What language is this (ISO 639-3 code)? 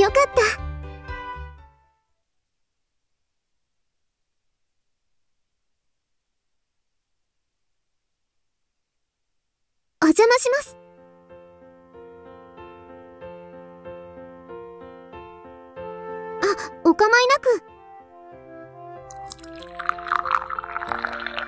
jpn